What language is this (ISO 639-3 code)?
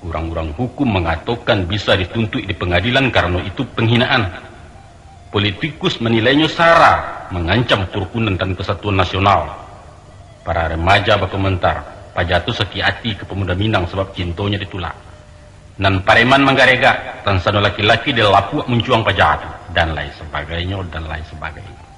min